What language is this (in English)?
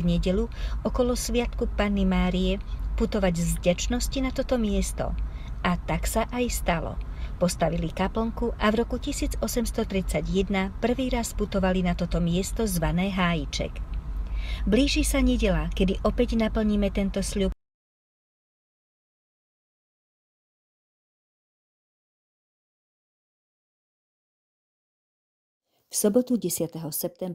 Slovak